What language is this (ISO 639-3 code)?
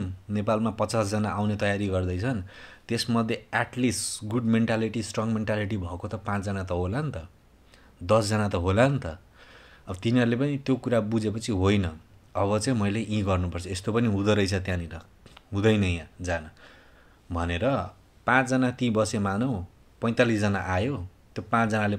nep